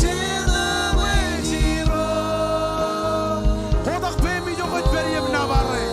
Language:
Marshallese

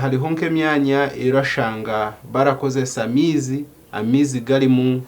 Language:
Nyankole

